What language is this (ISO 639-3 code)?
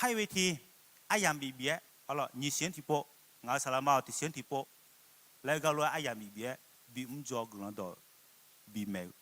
ahk